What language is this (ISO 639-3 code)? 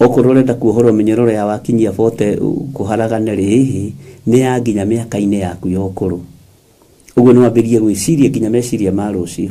kik